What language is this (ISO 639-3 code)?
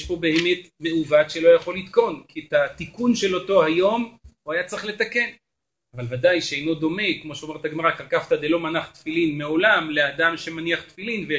heb